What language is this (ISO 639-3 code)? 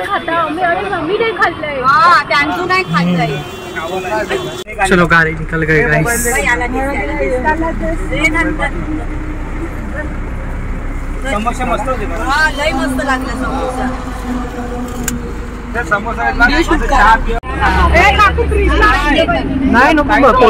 mar